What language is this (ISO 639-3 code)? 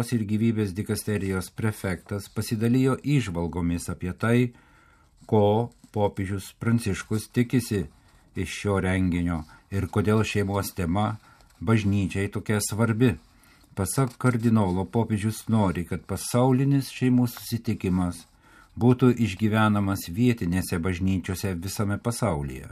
lit